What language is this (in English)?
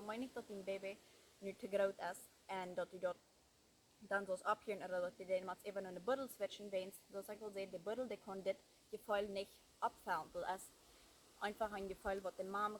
Plautdietsch